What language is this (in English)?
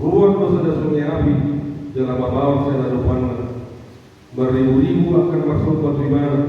Batak Toba